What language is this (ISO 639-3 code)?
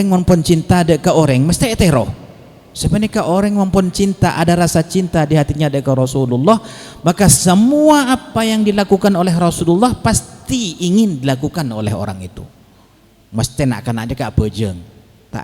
mad